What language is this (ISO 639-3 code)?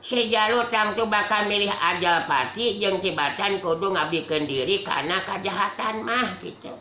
sun